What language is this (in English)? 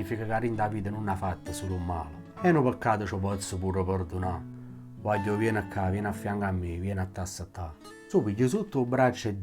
Neapolitan